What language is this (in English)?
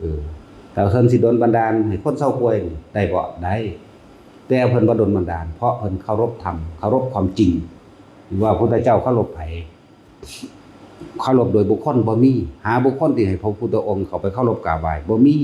Lao